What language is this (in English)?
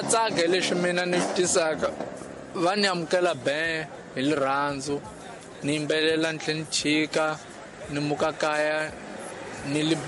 Tsonga